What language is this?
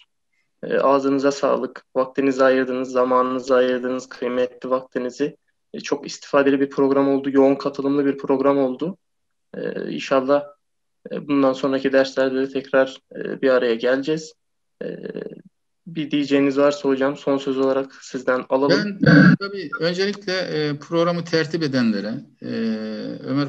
Turkish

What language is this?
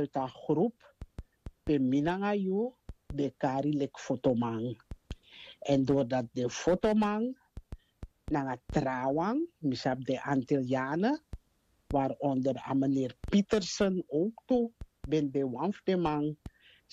Sranan Tongo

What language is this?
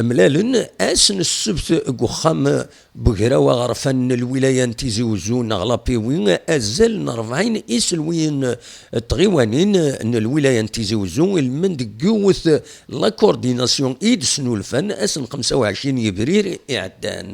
Kabyle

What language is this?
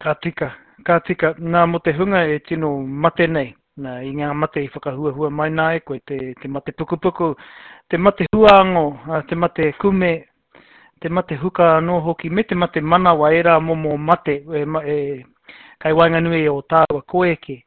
Māori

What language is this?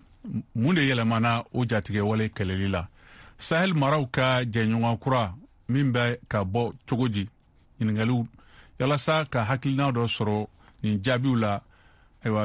Bambara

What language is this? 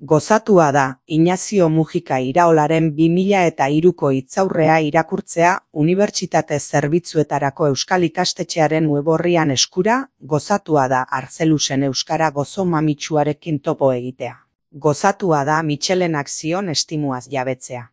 Basque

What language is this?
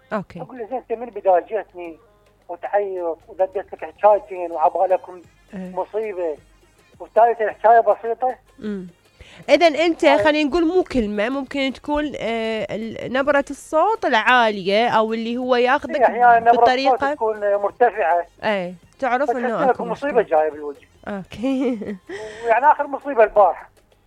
Mesopotamian Arabic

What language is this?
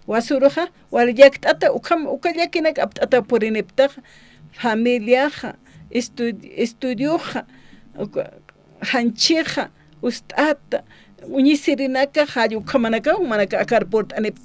Aymara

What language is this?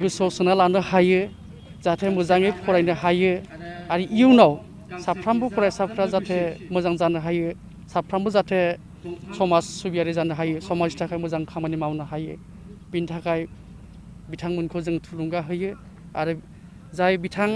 Bodo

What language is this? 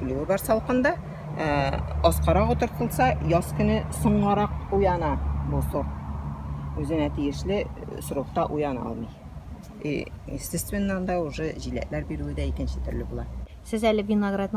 Tatar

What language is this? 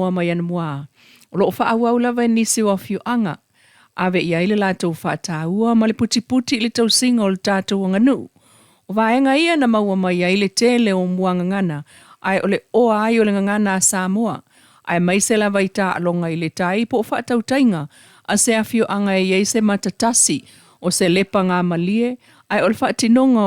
Samoan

